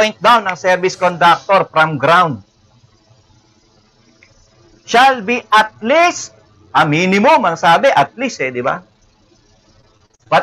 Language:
Filipino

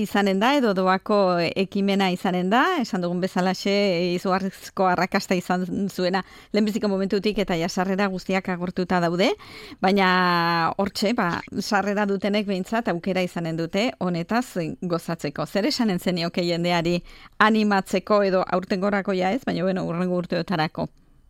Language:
Basque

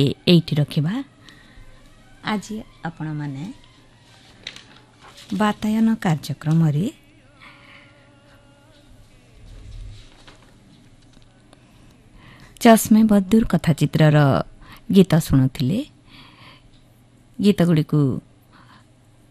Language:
Odia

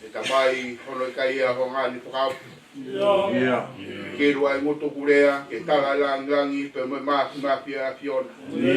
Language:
Tongan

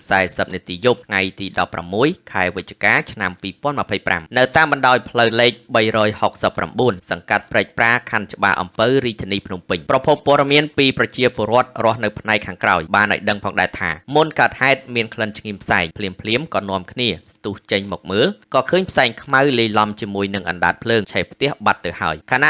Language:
Khmer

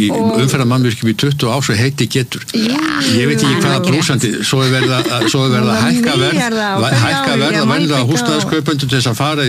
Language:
Icelandic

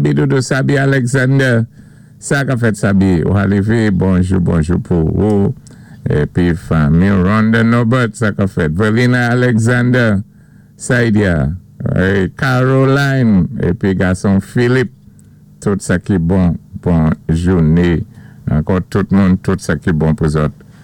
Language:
Saint Lucian Creole French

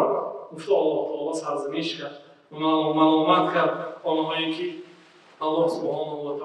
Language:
Tajik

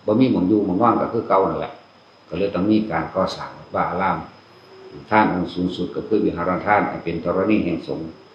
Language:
Northeastern Thai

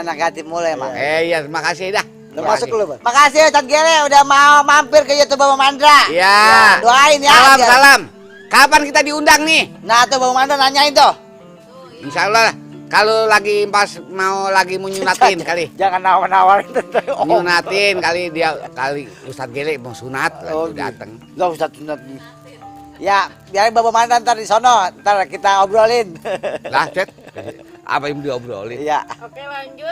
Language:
Betawi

